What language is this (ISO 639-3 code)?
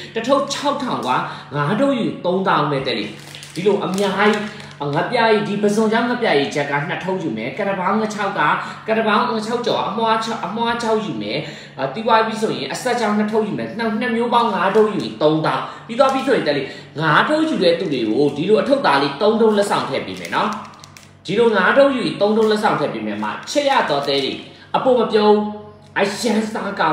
mya